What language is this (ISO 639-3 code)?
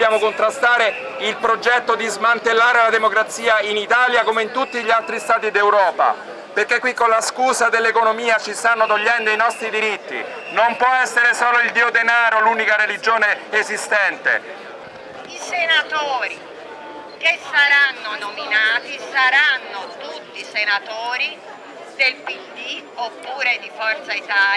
ita